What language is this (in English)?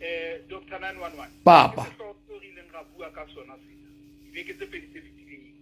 Southern Sotho